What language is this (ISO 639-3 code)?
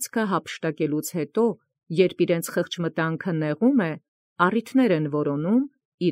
hye